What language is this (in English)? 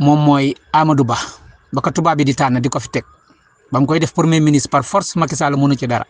Wolof